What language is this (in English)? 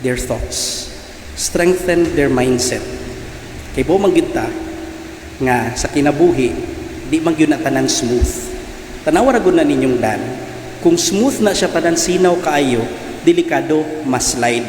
Cebuano